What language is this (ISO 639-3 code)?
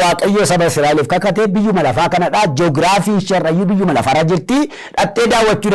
orm